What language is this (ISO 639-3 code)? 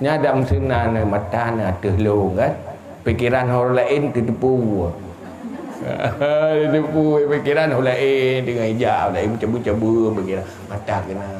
ace